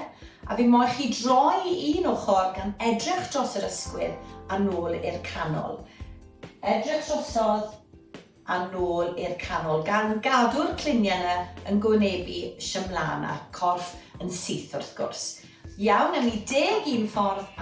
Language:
Welsh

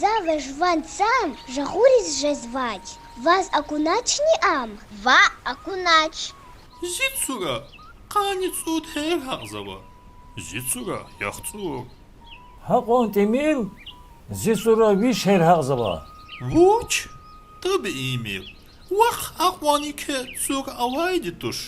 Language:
Lezghian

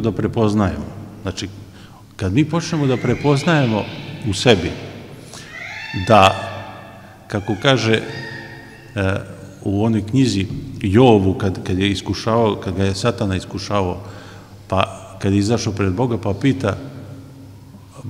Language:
Serbian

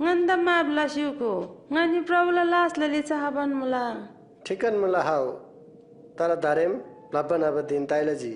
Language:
Eastern Tamang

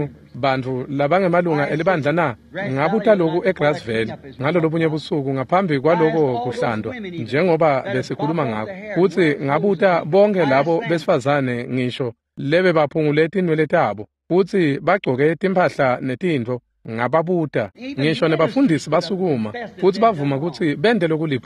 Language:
Swati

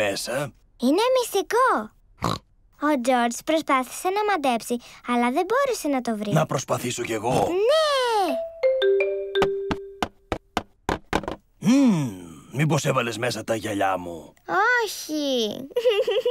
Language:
Greek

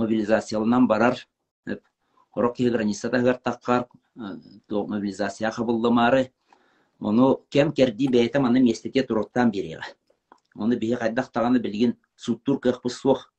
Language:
Yakut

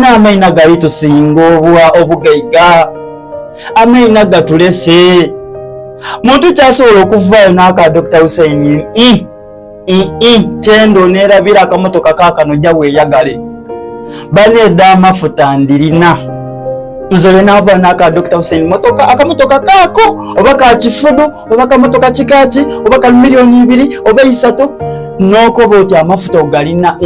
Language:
Soga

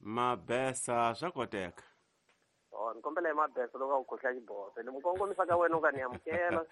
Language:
Tsonga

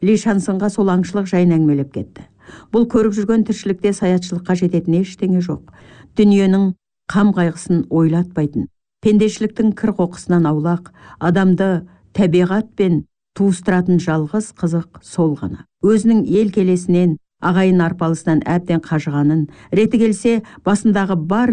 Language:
Kazakh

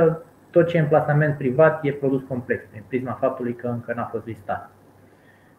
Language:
Romanian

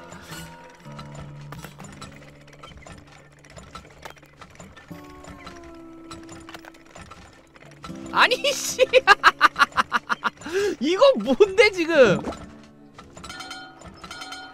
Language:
Korean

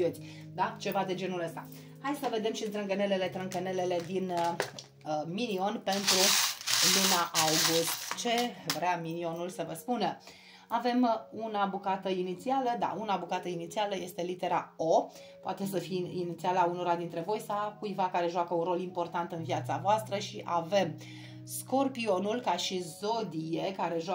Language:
Romanian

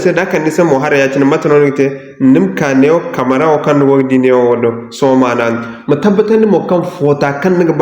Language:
Zarma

